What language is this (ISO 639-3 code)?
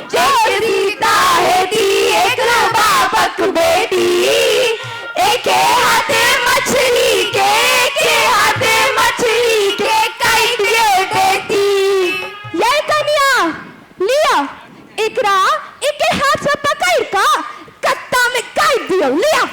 mai